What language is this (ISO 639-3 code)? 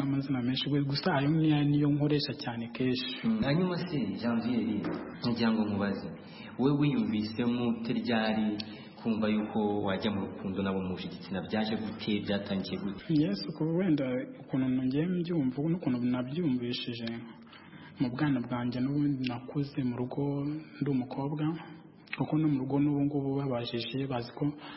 kin